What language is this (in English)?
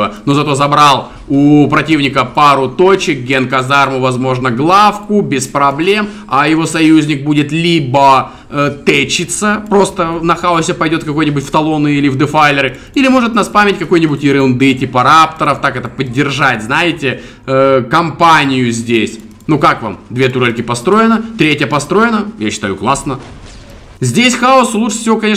Russian